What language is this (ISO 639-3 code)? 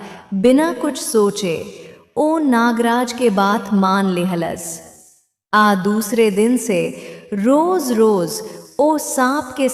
bho